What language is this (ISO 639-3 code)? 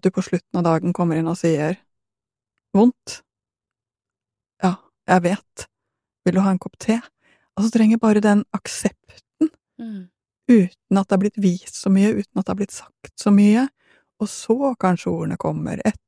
nor